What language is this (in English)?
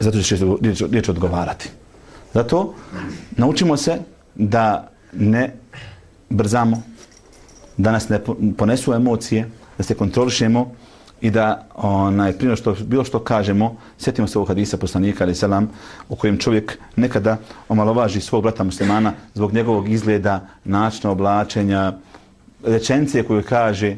Bosnian